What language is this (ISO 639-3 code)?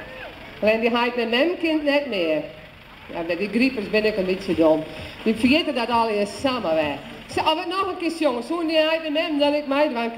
fry